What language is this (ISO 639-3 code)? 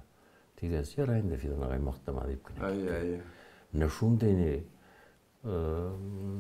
bak